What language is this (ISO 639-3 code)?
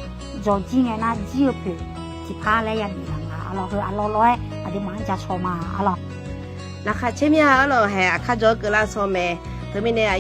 ahk